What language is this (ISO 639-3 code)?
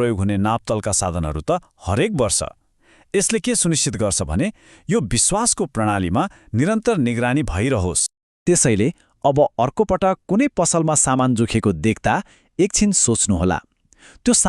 nep